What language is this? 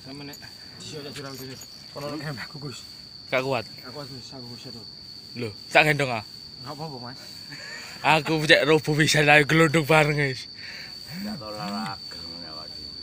Javanese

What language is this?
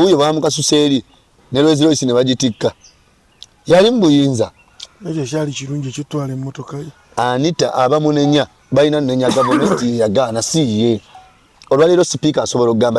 Ganda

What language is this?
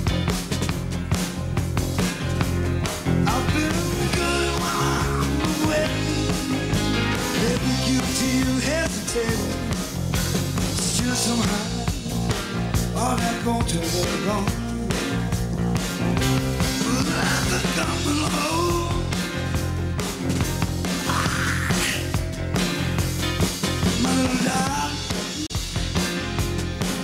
English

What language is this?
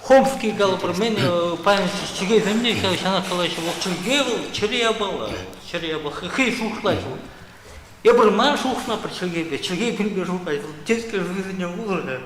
Chuvash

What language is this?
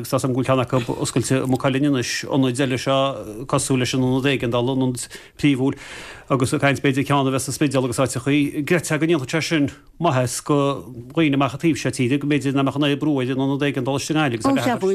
Irish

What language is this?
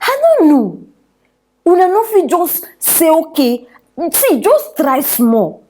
Nigerian Pidgin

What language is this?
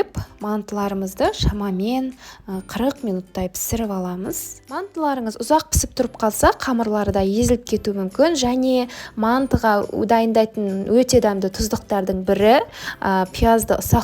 Kazakh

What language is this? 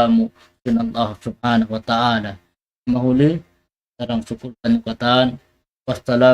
Tausug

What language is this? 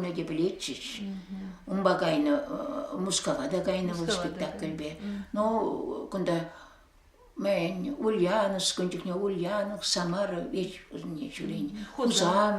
Chuvash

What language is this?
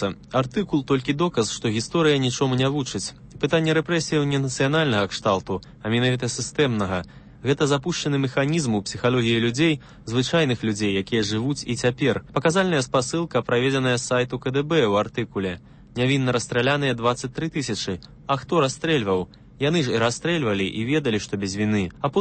Belarusian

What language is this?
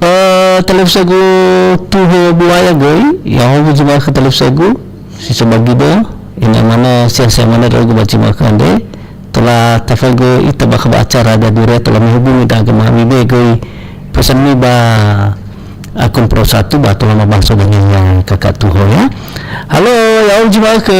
Nias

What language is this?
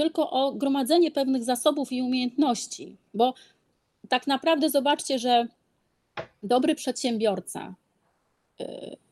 Polish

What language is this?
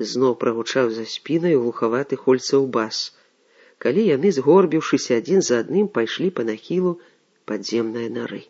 Belarusian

